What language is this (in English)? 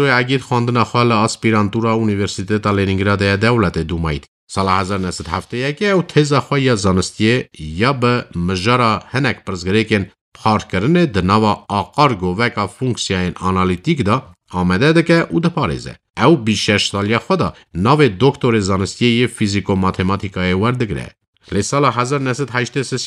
Kurdish